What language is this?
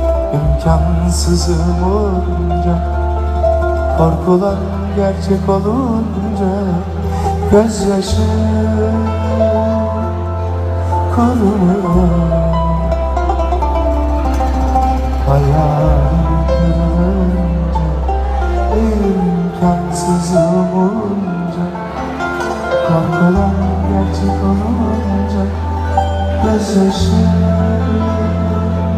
Turkish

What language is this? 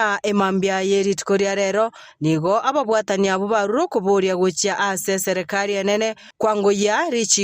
Gusii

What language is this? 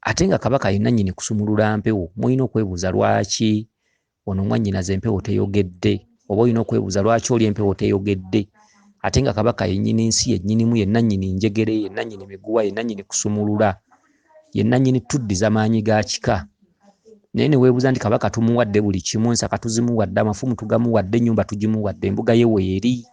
Ganda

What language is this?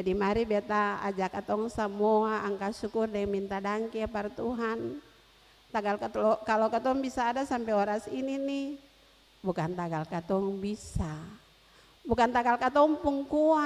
Ambonese Malay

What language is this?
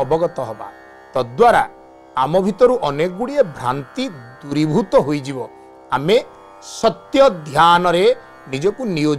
Odia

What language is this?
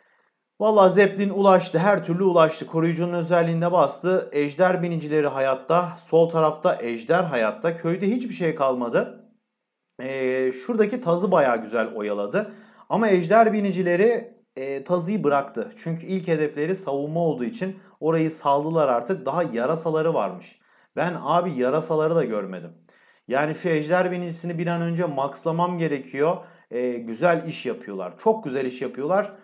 Turkish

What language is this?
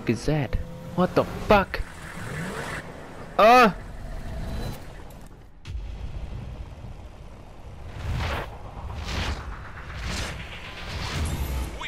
English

